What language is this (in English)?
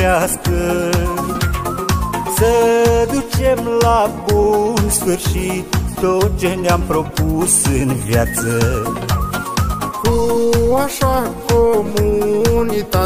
Romanian